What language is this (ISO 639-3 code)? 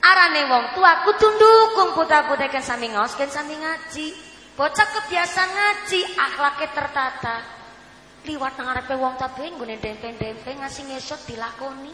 jav